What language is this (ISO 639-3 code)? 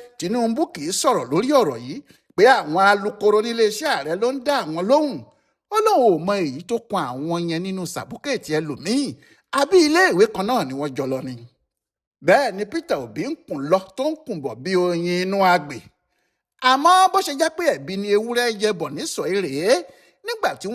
yor